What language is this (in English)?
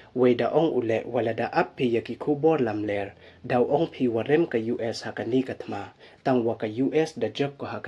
Pnar